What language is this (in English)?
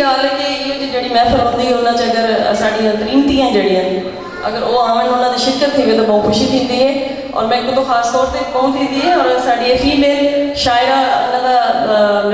Saraiki